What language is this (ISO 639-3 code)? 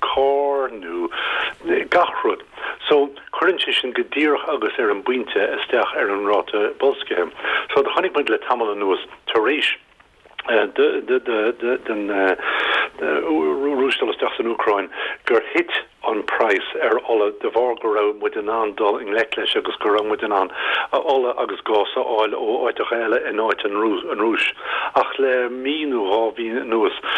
gle